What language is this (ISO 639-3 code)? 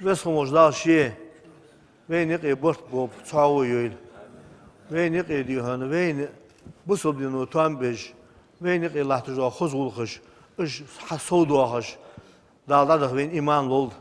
inh